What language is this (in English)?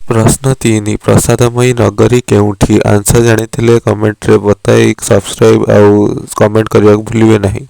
Odia